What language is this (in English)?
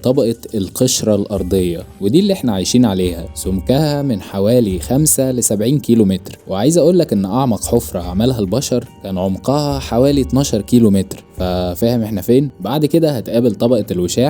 Egyptian Arabic